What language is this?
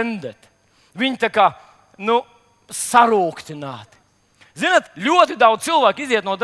Latvian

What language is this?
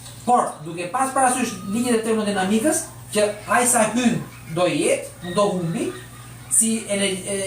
Albanian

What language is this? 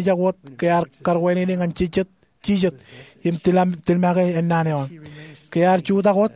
Marshallese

